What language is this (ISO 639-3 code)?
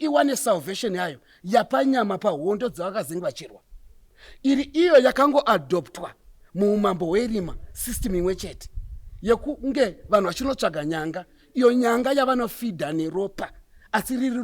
sna